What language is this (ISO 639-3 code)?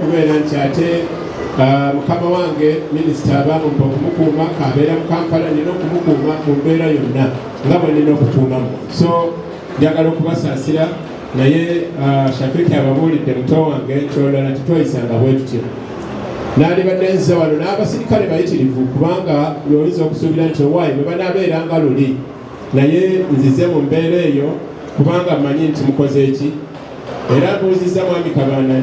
lug